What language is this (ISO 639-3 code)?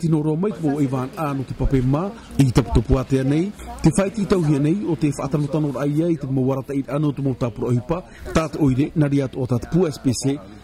tah